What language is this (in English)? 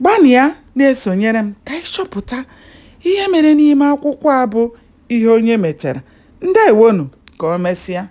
Igbo